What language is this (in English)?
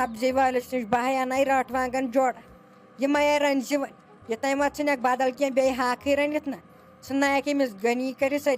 Kashmiri